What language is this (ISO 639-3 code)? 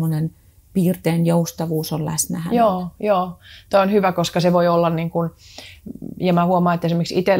fin